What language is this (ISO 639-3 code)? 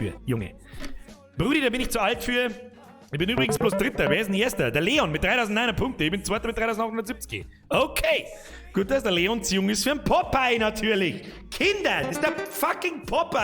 bar